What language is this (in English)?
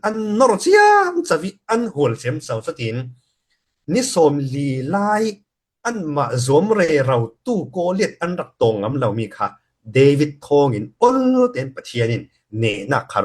Falam Chin